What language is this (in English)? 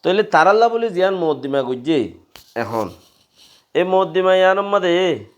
Rohingya